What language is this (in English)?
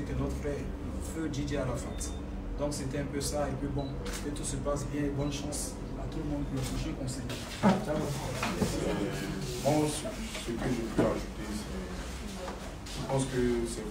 French